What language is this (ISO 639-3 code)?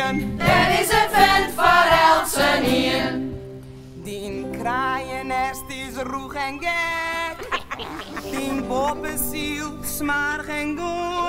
fry